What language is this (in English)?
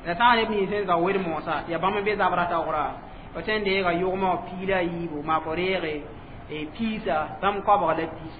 Mossi